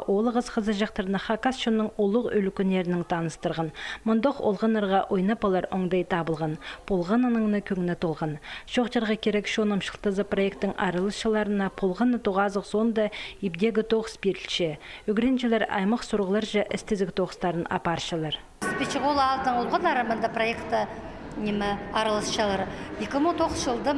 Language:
Khakas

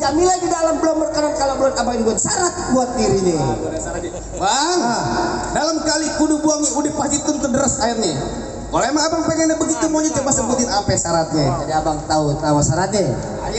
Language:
Betawi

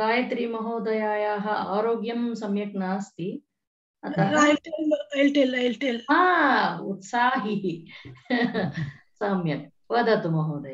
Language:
Sanskrit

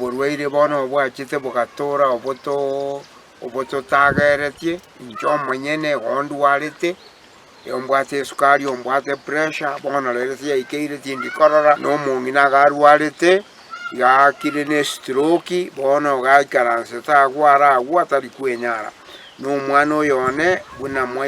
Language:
Gusii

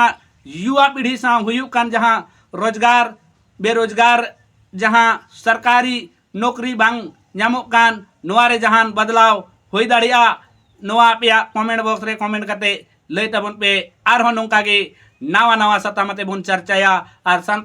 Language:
Santali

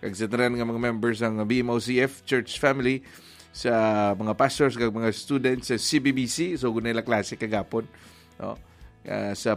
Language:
Hiligaynon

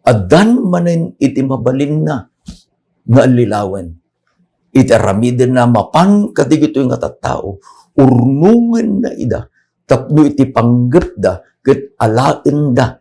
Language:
Iloko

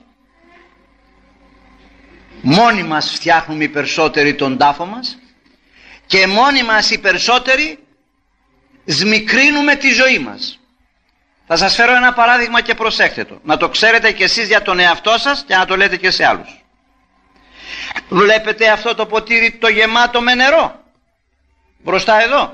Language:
Greek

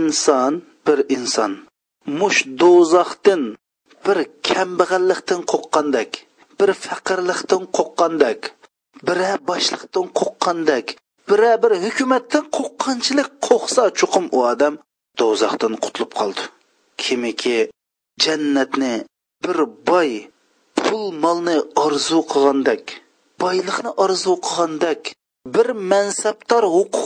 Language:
Uyghur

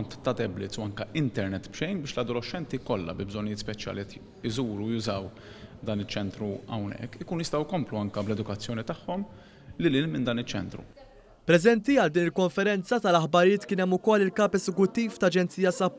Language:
Maltese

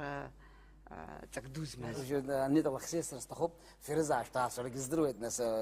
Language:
Abkhazian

